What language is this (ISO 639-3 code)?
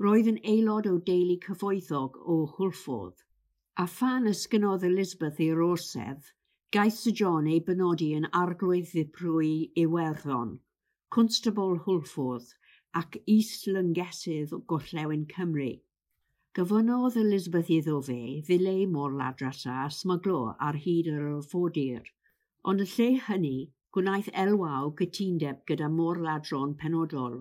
cym